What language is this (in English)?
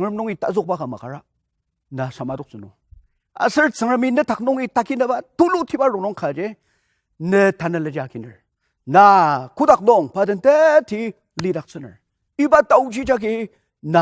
Ao Naga